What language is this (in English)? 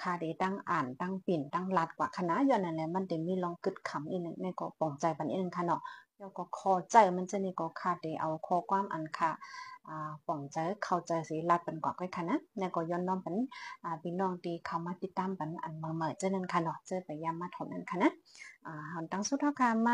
Shan